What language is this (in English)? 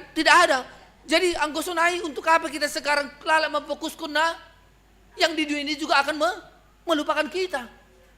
Batak Simalungun